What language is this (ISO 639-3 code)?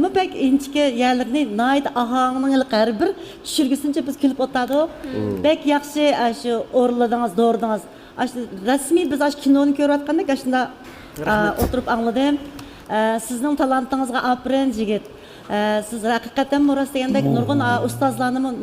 uig